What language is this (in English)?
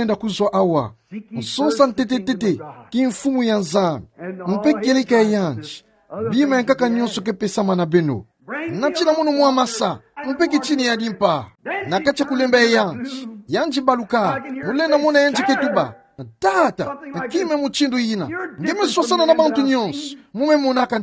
Kituba (Democratic Republic of Congo)